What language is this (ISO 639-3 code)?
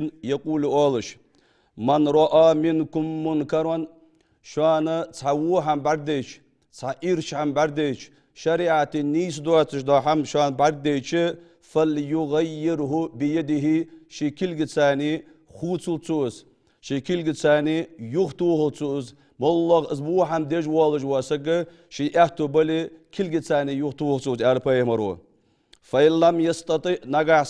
inh